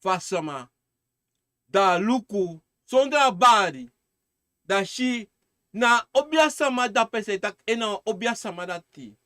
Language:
Sranan Tongo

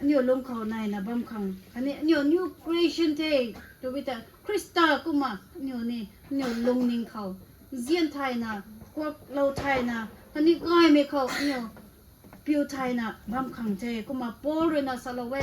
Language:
Rongmei Naga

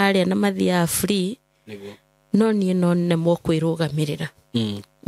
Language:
Kikuyu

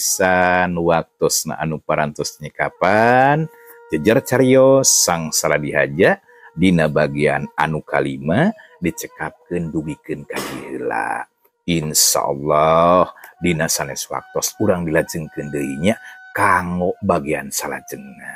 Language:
Sundanese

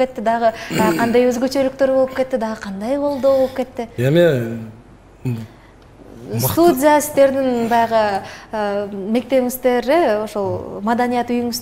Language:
Kyrgyz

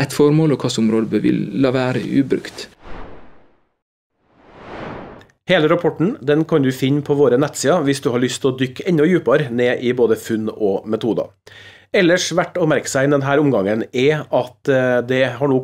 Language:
Norwegian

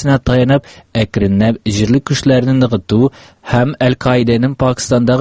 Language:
Tatar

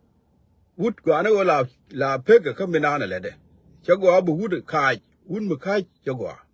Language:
Nuer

